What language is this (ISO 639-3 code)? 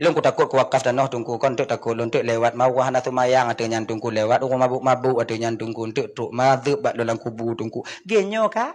ace